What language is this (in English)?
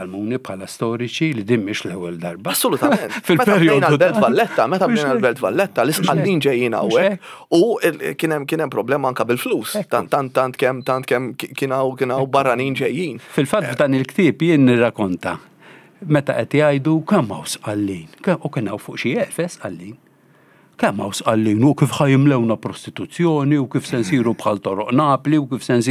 Maltese